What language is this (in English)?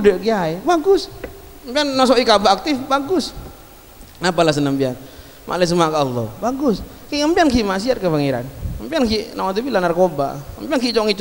Madurese